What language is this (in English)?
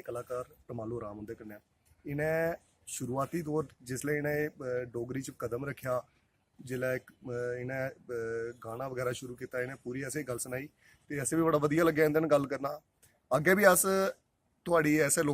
Dogri